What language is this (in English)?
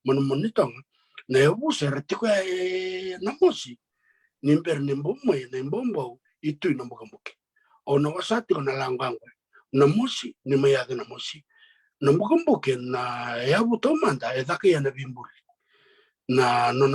Fijian